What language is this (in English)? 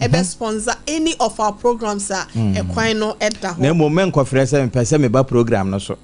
Akan